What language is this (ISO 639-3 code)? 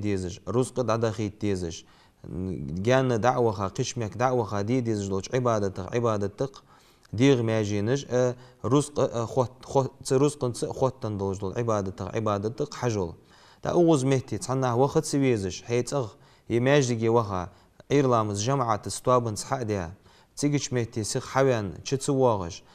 inh